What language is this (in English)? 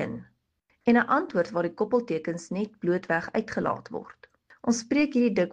Afrikaans